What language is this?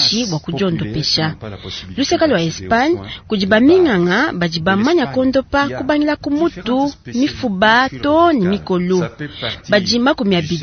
Luba-Lulua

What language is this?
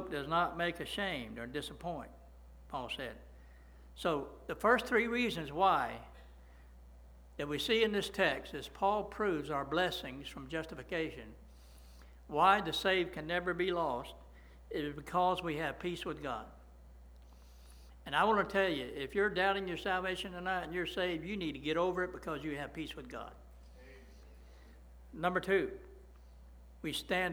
English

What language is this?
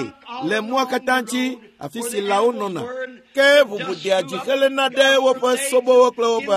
Ewe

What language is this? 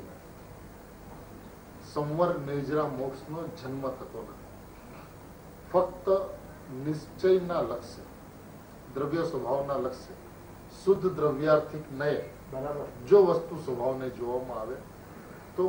Gujarati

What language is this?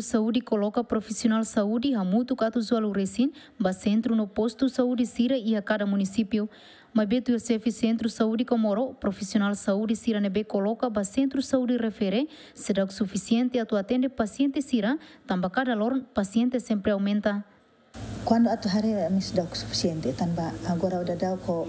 Tetum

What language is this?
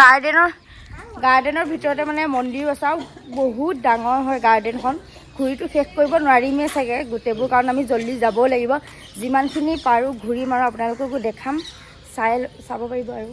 Assamese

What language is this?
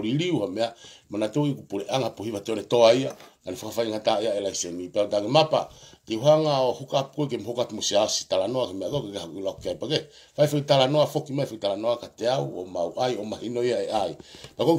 Tongan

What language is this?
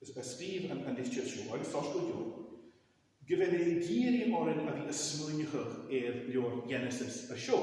Scottish Gaelic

